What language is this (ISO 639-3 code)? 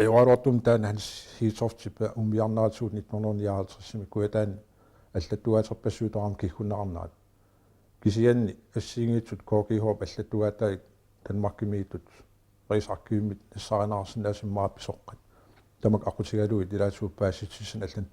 kal